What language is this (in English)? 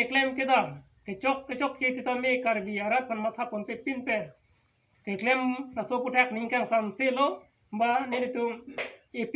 Karbi